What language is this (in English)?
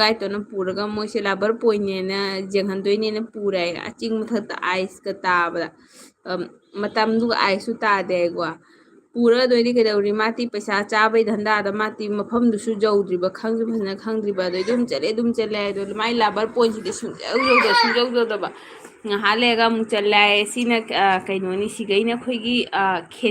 Manipuri